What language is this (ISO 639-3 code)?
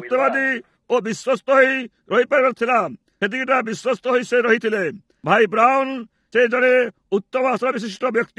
ori